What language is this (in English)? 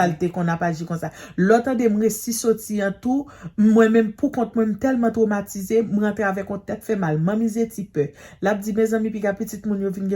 Haitian Creole